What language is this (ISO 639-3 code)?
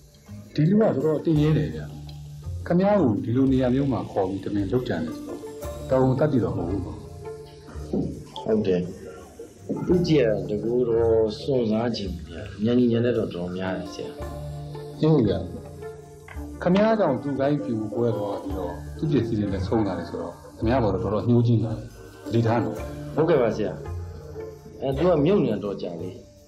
mya